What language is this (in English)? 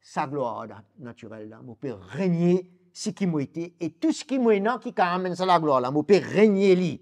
Morisyen